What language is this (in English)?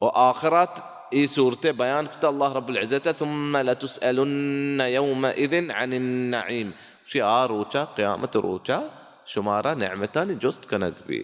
Baluchi